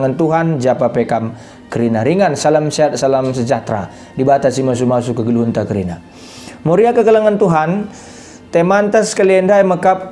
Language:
Batak Karo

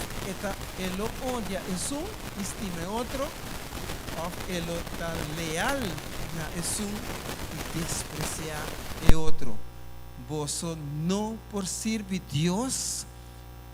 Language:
Papiamento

